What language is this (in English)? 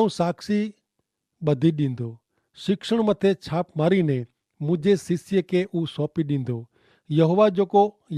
Kachhi